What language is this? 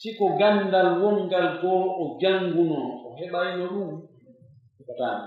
Pular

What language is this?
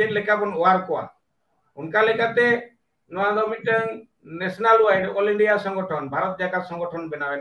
Santali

